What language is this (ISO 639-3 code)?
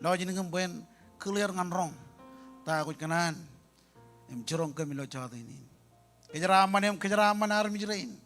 mah